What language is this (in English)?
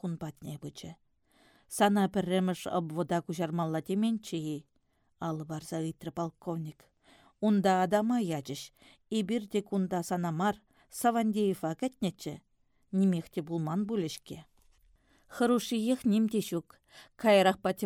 Chuvash